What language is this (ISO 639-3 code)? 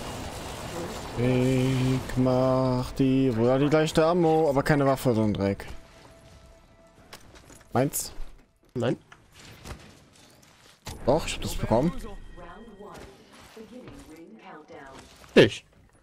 deu